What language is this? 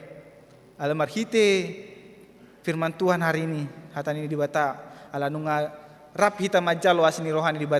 Batak Toba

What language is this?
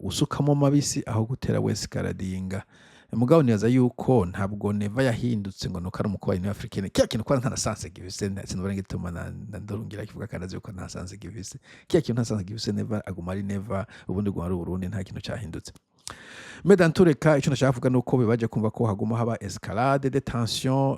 Rundi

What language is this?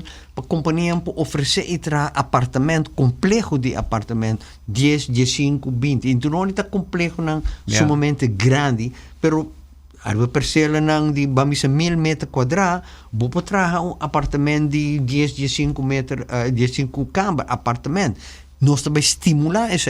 Papiamento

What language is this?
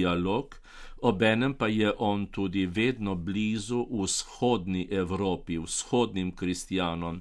Slovenian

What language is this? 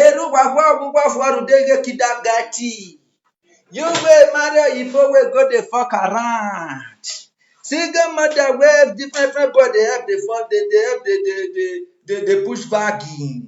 Nigerian Pidgin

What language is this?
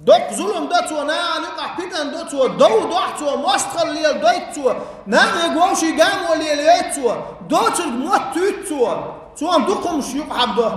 Chechen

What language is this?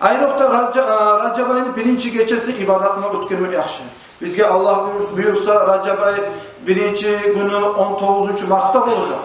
Kumyk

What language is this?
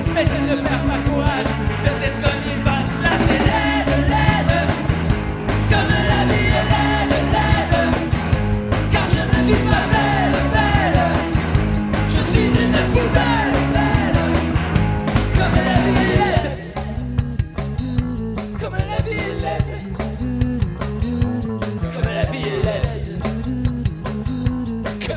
French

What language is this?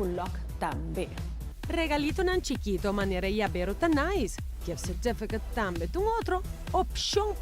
Papiamento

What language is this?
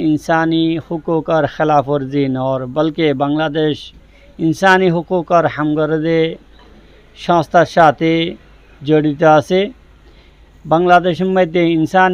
Rohingya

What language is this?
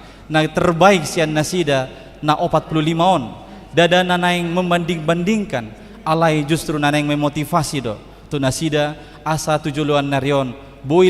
Batak Toba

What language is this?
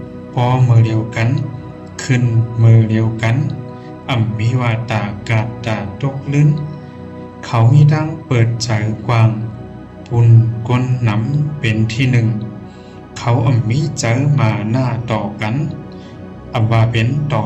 Shan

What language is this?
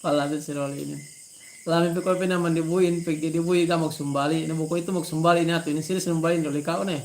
Yakan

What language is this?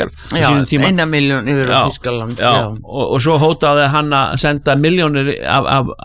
Icelandic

